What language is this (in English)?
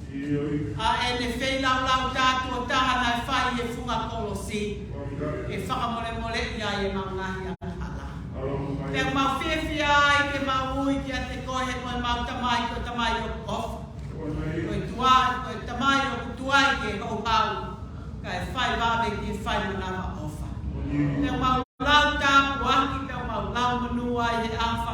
Tongan